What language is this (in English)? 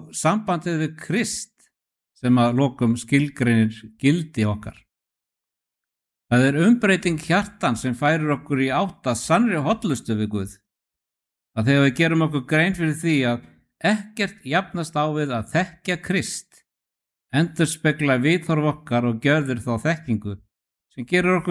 Icelandic